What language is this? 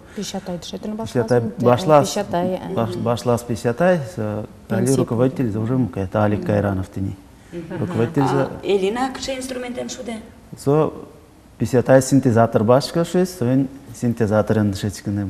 Udmurt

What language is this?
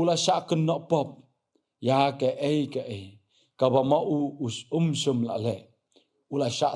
Khasi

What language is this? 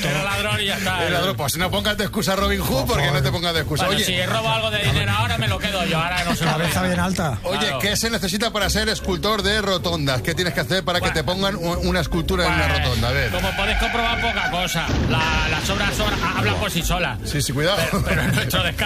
Spanish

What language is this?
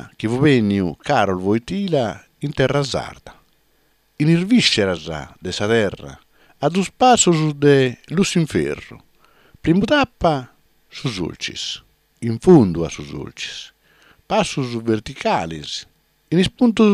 Sardinian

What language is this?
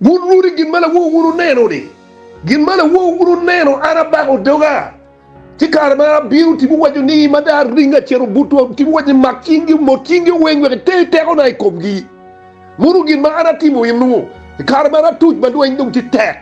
Acoli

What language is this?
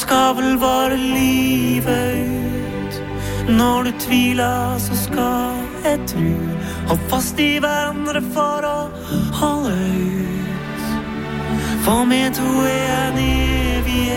Norwegian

